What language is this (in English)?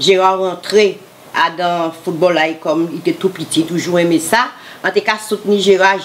Guadeloupean Creole French